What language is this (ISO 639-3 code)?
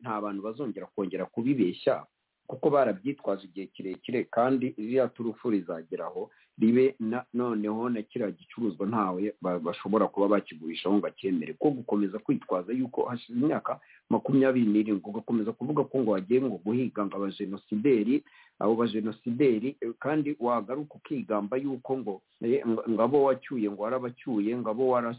kin